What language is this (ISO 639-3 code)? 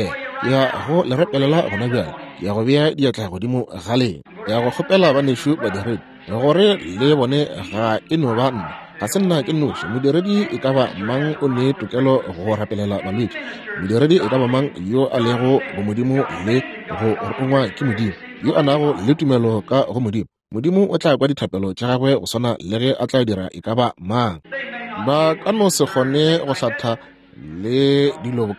nso